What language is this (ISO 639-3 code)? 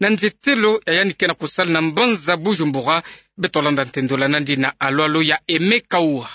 ktu